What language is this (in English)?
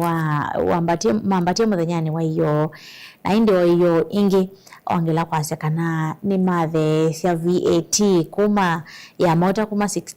Kamba